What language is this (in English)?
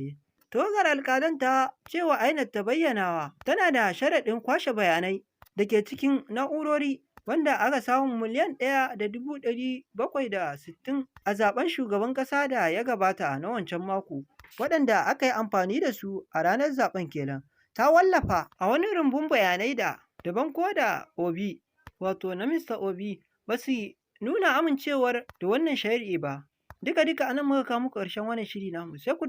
Hausa